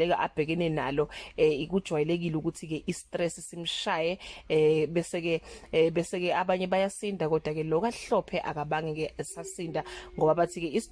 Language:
Zulu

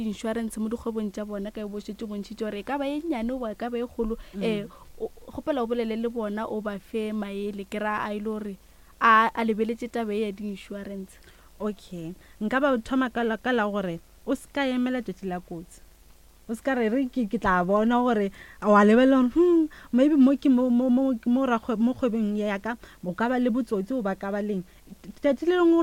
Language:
Northern Sotho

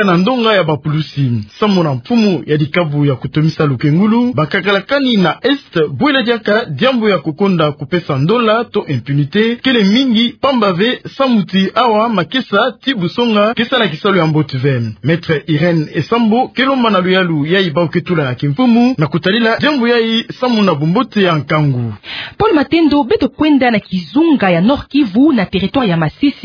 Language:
Kituba (Democratic Republic of Congo)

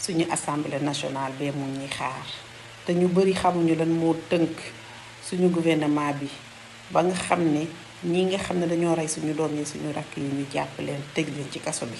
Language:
Wolof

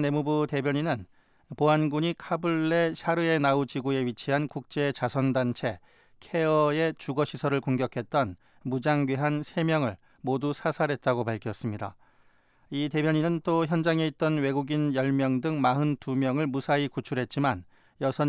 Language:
Korean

